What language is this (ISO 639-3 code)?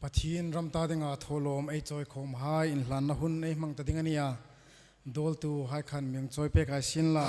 hmr